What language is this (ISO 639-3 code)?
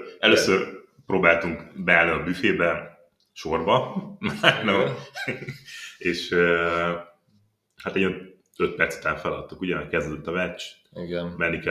hun